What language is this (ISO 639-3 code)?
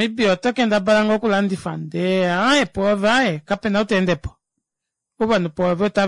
kua